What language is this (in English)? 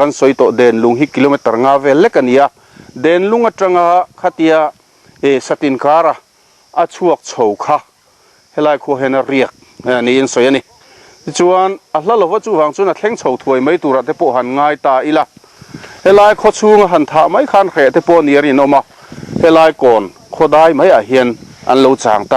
Mizo